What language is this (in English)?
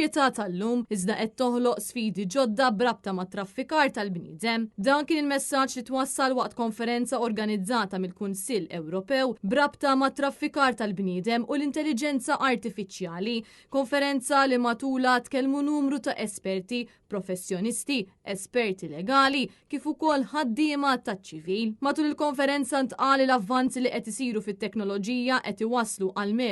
Maltese